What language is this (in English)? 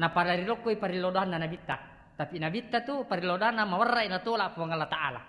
Buginese